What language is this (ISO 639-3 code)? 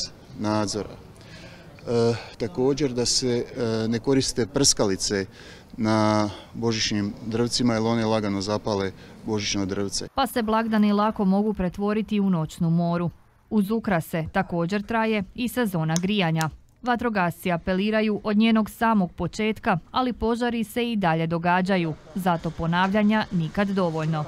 hrv